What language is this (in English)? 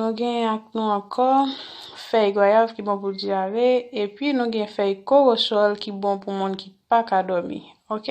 Haitian Creole